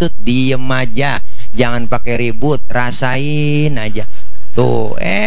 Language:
Betawi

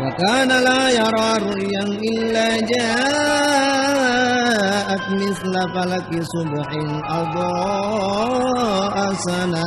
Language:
Buginese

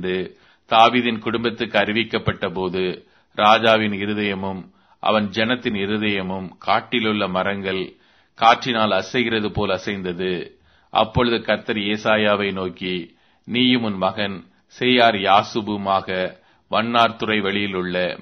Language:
Tamil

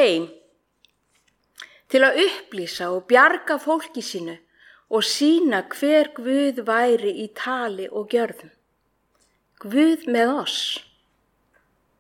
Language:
Icelandic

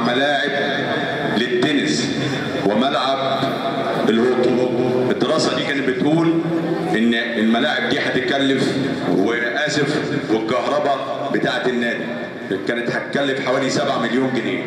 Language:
Egyptian Arabic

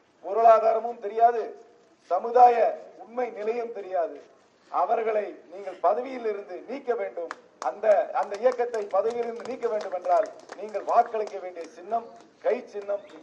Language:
Tamil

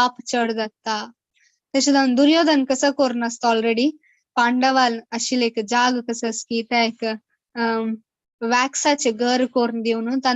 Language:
Konkani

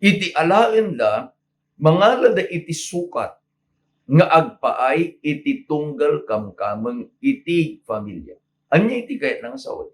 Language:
Iloko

